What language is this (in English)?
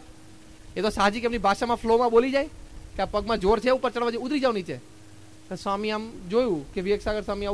Gujarati